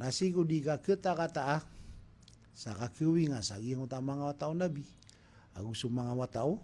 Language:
Maranao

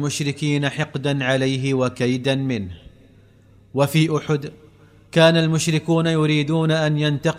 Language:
Arabic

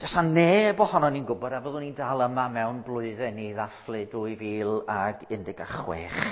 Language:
Welsh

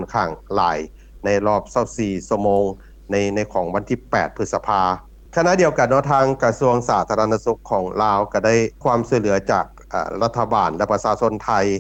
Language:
Lao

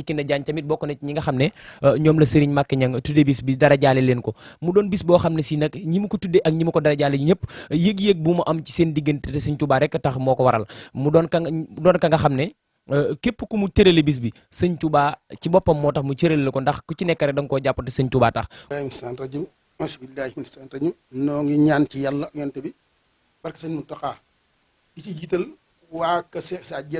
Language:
Wolof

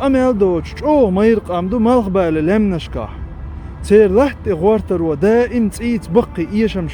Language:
Chechen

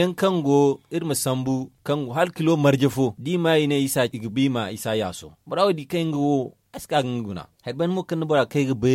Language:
Zarma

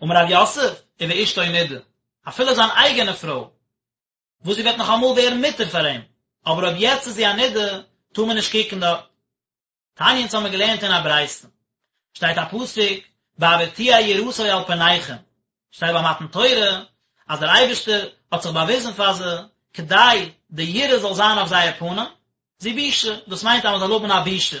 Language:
Yiddish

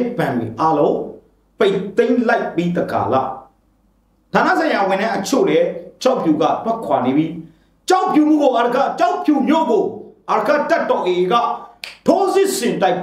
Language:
Burmese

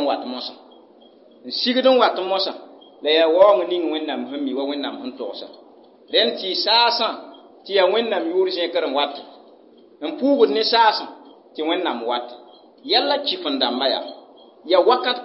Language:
Mossi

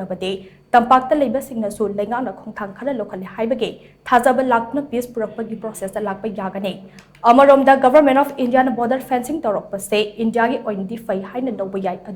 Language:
Manipuri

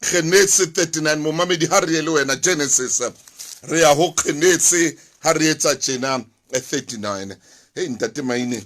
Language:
Southern Sotho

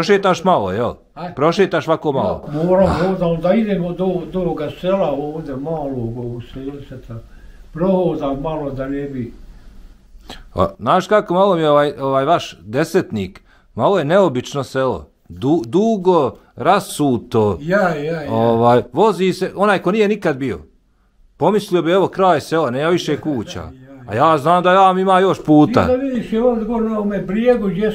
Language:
Bosnian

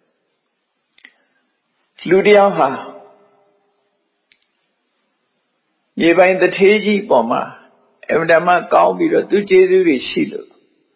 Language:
Burmese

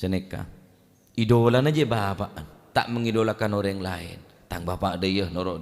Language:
Madurese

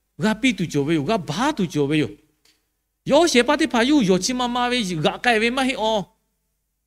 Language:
Lahu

